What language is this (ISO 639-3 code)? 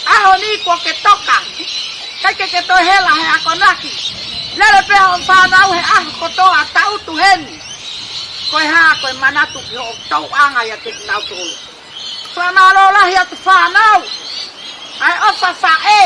ton